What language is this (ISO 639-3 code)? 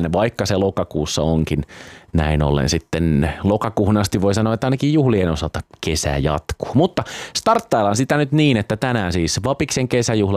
fin